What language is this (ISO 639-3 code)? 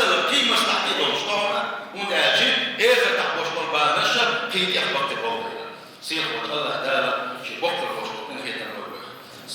che